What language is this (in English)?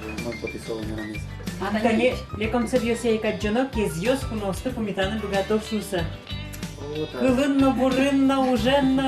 Udmurt